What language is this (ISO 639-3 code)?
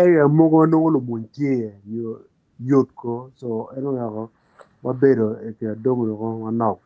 ach